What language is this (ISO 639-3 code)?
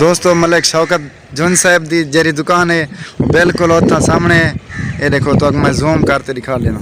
skr